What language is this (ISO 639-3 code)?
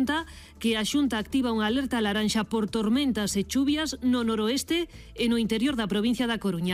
glg